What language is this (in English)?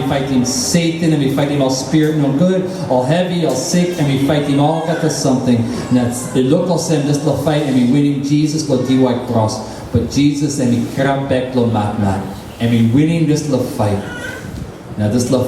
Tok Pisin